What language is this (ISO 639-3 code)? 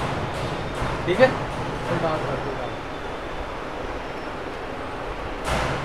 hin